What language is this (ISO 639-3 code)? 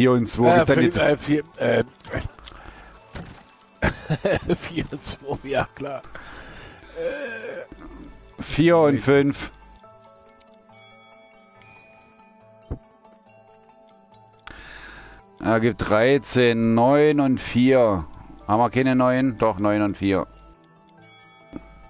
deu